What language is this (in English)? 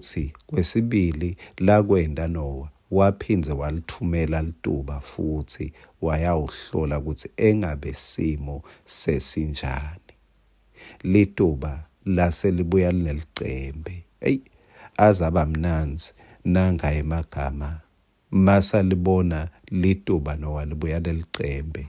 Swati